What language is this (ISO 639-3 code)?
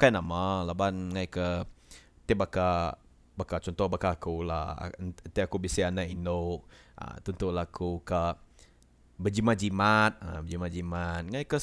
iba